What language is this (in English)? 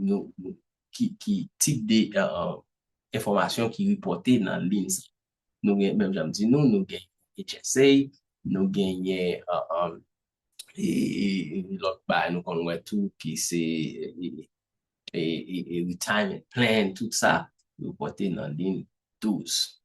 Haitian Creole